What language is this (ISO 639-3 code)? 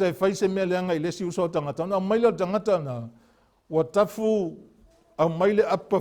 smo